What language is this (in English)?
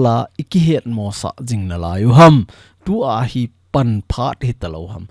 Thado Chin